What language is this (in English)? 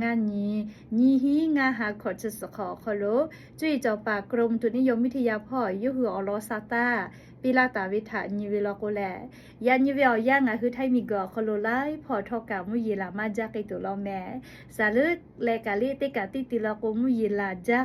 Lahu